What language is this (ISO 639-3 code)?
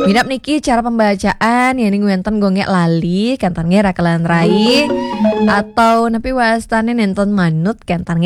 ban